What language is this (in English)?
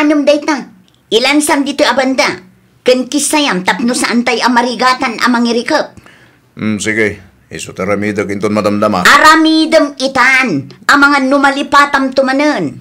Iloko